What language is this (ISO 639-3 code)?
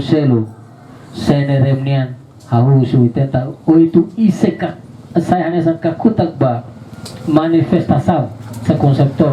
tet